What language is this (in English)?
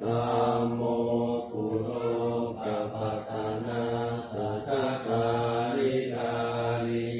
Pali